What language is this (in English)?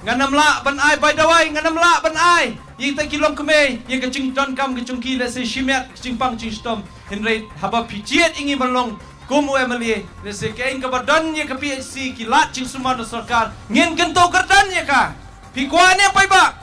Khasi